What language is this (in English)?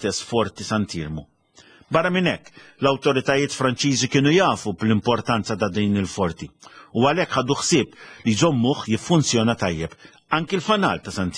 Maltese